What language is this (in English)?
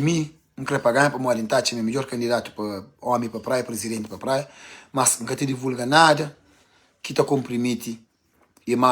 Kabuverdianu